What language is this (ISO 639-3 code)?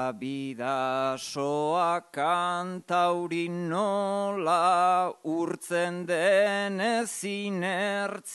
eus